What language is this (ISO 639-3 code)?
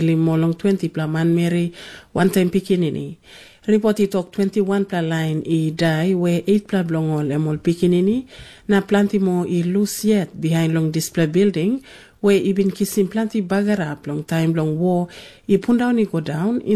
tpi